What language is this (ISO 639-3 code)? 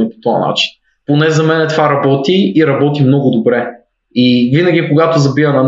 bul